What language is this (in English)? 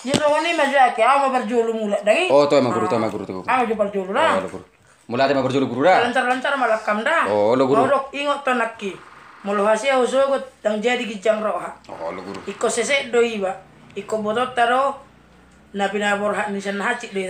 Batak Toba